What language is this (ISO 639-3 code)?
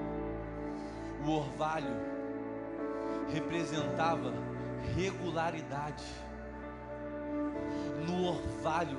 por